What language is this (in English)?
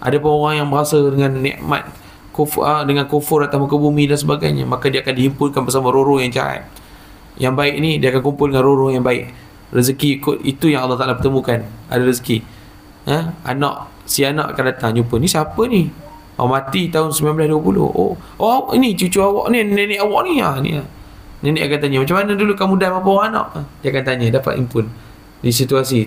Malay